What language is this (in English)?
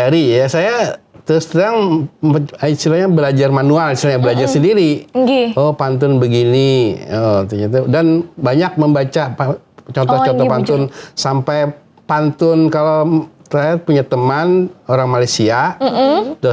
Banjar